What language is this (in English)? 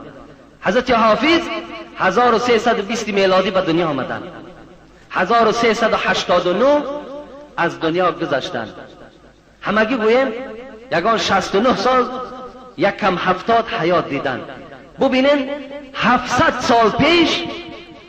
Tajik